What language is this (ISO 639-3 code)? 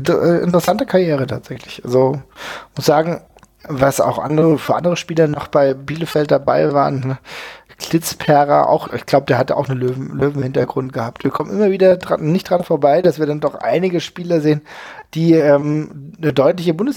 deu